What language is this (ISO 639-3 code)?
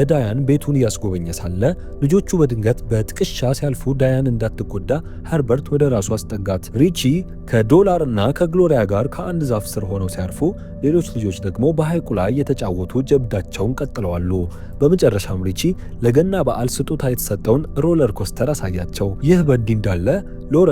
amh